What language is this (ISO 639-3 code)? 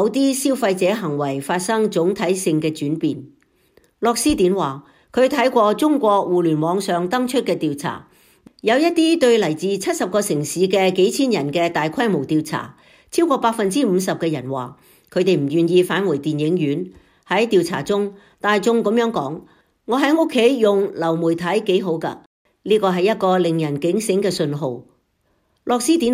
yue